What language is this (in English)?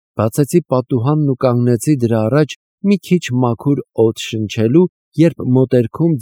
Armenian